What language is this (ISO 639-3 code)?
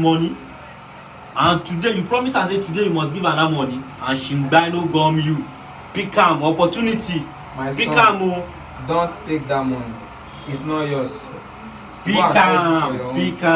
pcm